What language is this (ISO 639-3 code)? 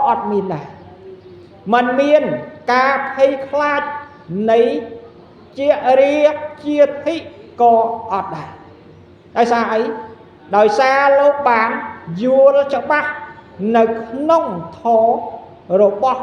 khm